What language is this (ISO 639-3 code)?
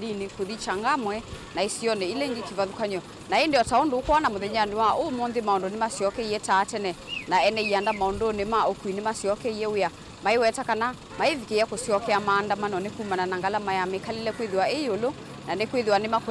kam